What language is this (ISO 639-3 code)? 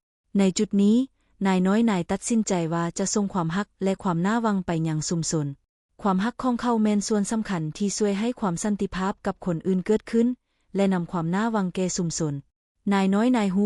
lao